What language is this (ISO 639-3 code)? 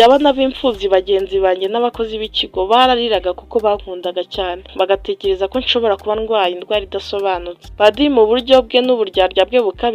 kin